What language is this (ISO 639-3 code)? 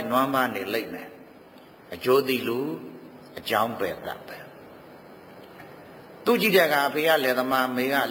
mya